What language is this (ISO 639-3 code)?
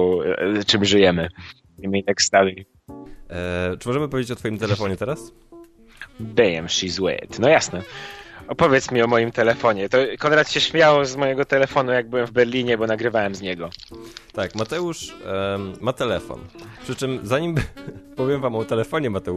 pol